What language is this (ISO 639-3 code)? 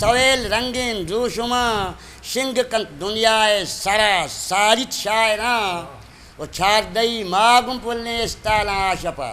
bgp